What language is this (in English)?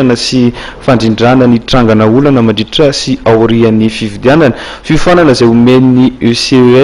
Malagasy